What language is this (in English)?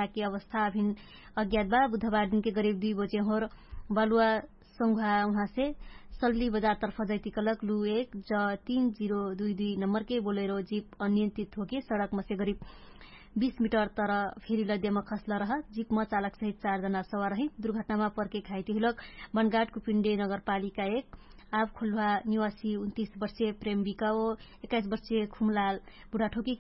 Dangaura Tharu